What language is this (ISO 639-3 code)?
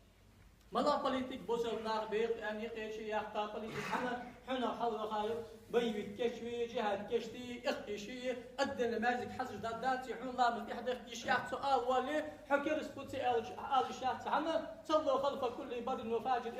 inh